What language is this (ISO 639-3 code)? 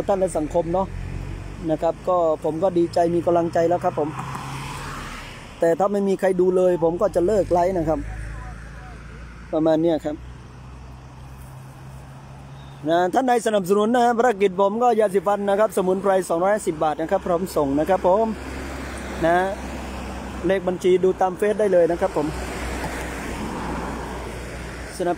tha